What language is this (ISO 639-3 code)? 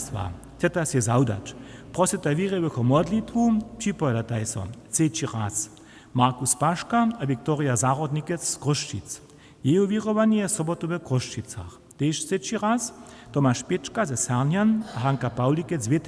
hsb